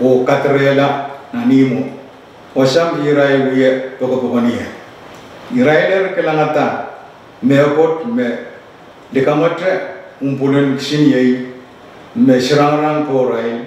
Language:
Pohnpeian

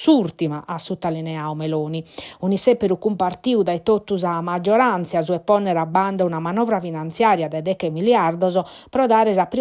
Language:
Sardinian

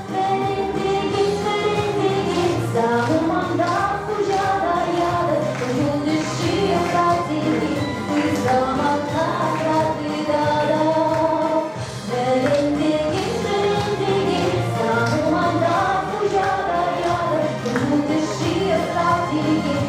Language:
Chuvash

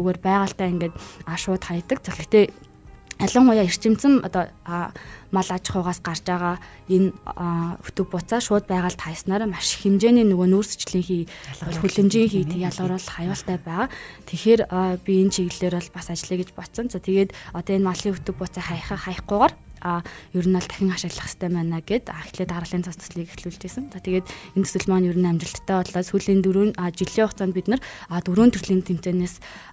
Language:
Mongolian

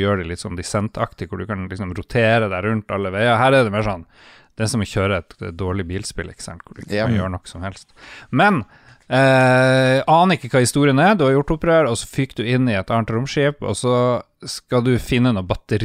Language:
Norwegian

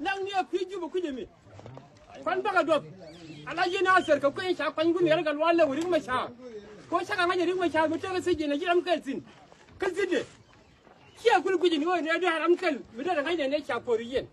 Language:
Nuer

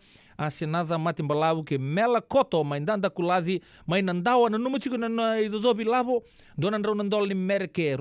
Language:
Fijian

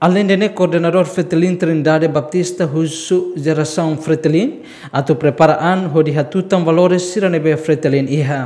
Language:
Tetum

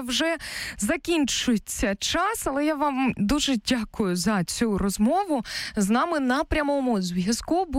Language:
Ukrainian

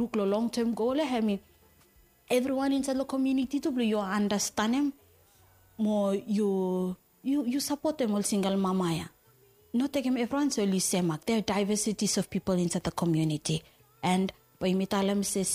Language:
Bislama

